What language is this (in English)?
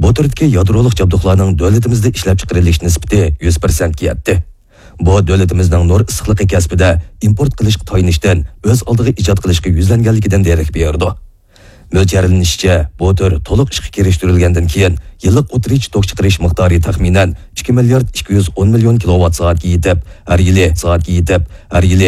Uyghur